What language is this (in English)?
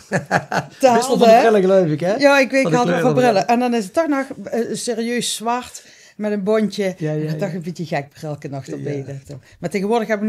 Limburgish